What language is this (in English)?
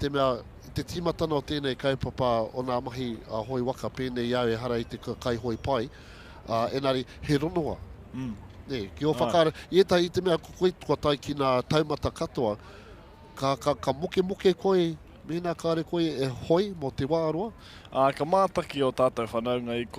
Māori